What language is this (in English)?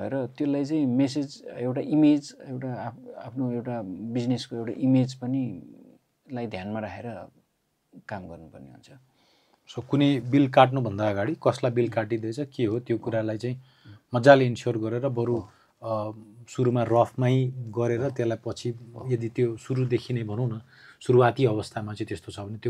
Nepali